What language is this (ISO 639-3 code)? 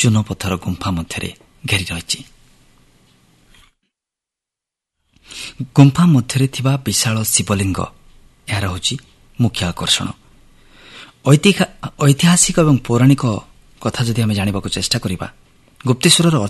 ori